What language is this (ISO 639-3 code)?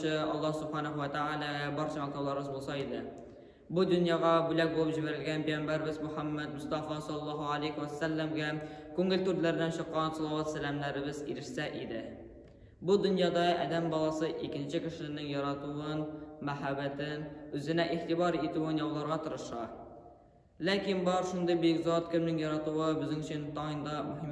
tat